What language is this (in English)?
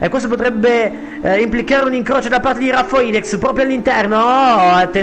Italian